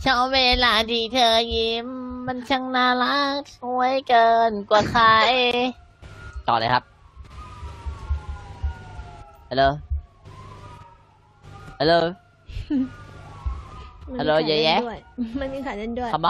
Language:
Thai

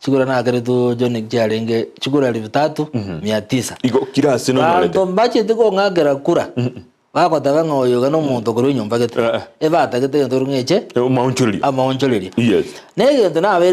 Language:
Gusii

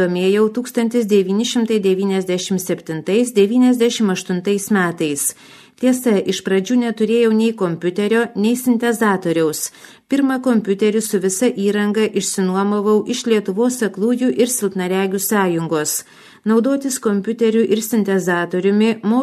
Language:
Lithuanian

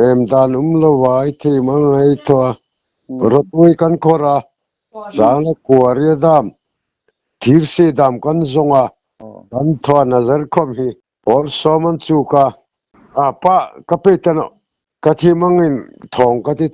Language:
Hmar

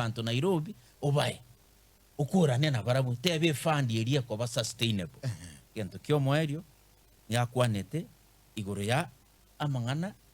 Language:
Gusii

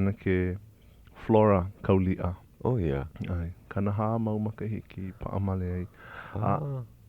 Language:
Hawaiian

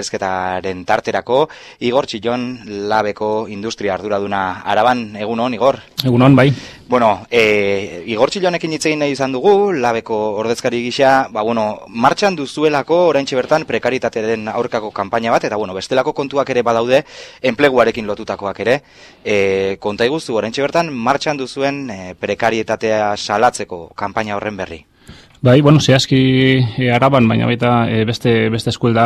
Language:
Basque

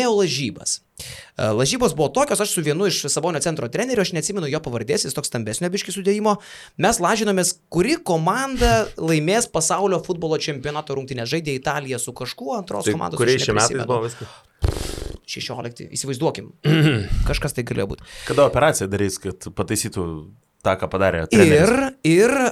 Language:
Lithuanian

